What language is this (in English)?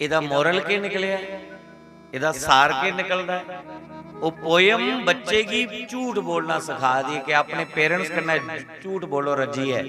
Dogri